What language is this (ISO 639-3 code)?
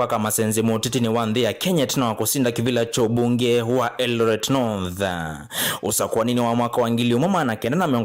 kam